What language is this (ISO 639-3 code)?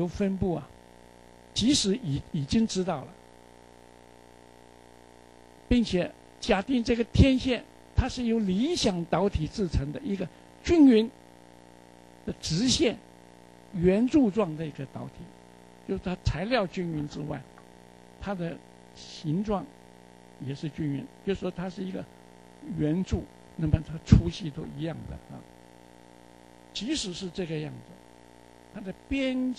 zho